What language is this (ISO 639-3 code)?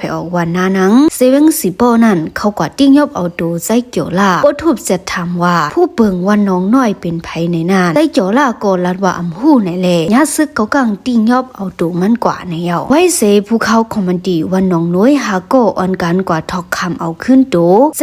shn